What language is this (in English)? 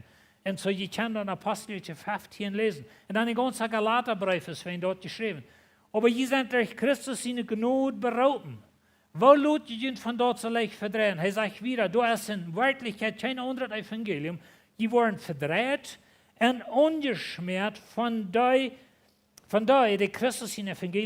Plautdietsch